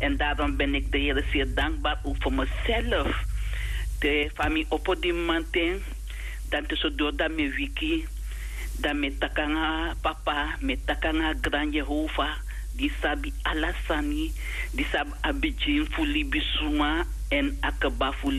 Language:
Sranan Tongo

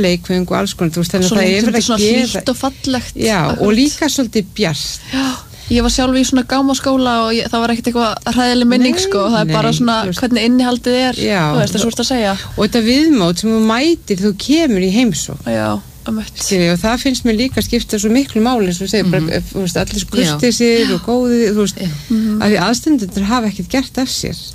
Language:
Icelandic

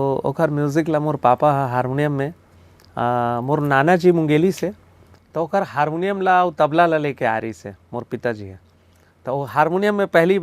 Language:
Chhattisgarhi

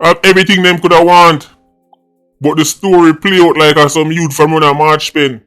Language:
Jamaican Creole English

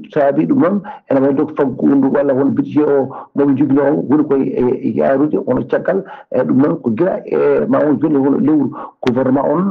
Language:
Fula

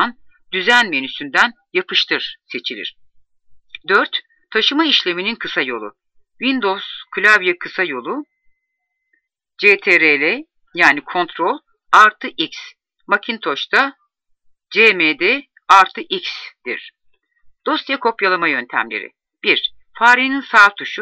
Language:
Turkish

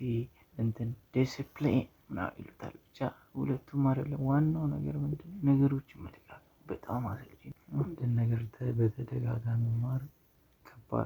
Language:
Amharic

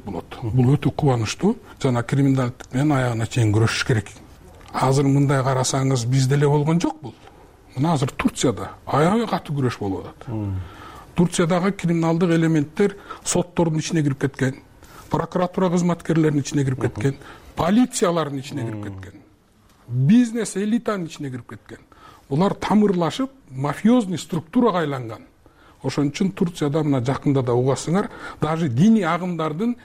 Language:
Kyrgyz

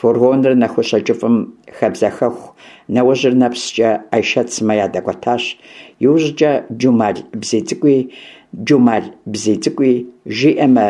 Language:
Kabardian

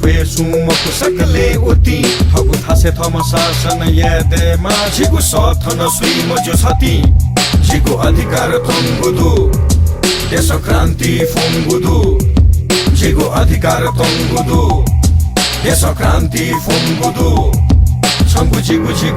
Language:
Newari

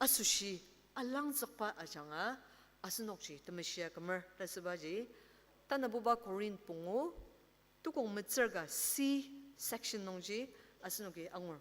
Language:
Ao Naga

